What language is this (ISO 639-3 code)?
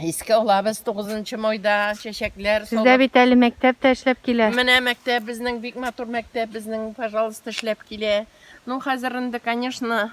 tat